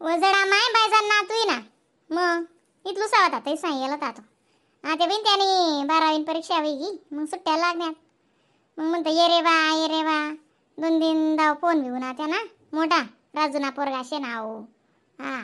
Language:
Khandesi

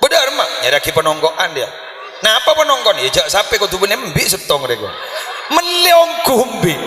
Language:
Madurese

